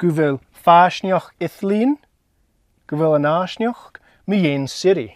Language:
Scottish Gaelic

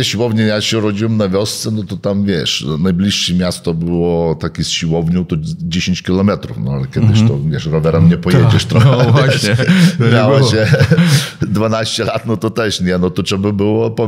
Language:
Polish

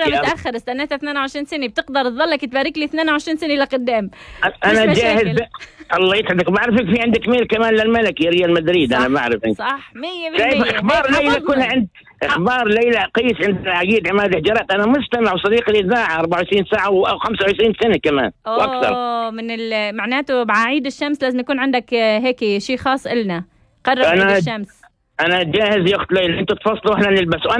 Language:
North Levantine Arabic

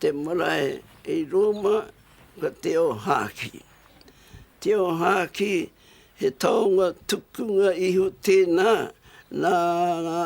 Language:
Māori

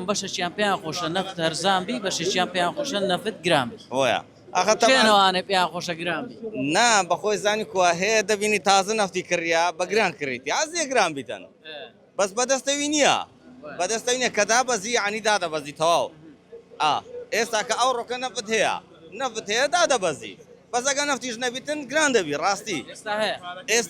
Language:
Central Kurdish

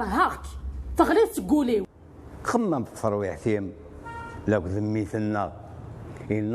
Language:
Kabyle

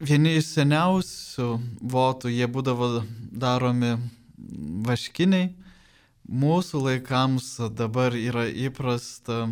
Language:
Lithuanian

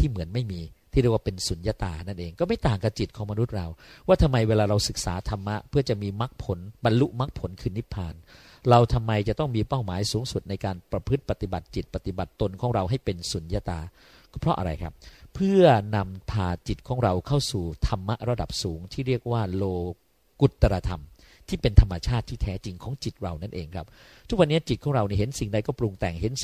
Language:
Thai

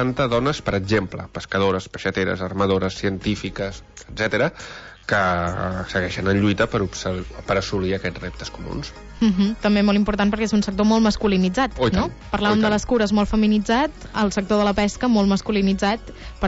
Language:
Catalan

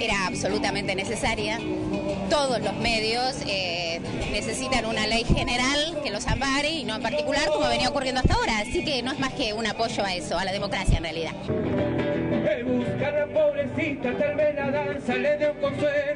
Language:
Spanish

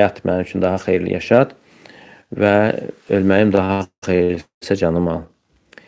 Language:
Azerbaijani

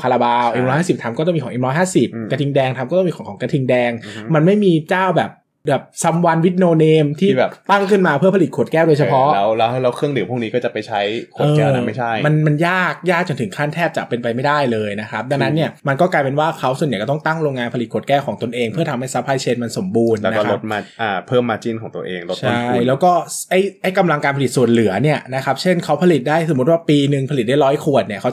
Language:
Thai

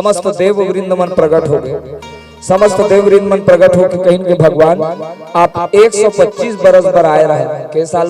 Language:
Chhattisgarhi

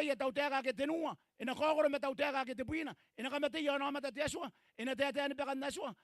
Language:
Gilbertese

